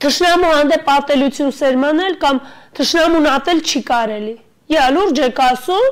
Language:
Armenian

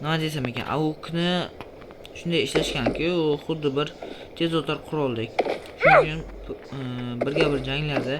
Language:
Uzbek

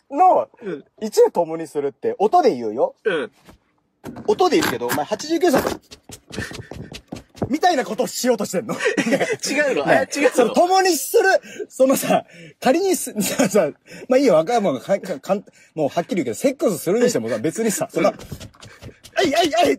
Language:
Japanese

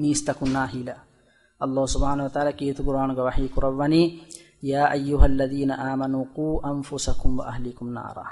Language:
Divehi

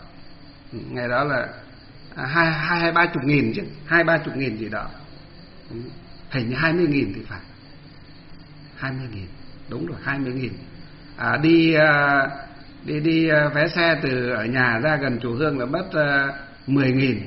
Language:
Vietnamese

